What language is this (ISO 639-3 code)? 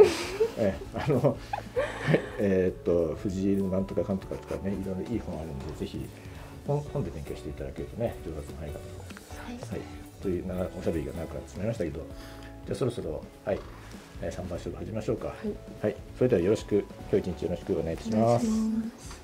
jpn